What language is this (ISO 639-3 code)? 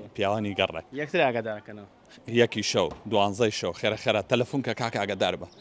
ckb